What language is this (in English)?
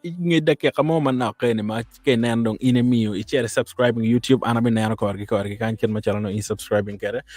Acoli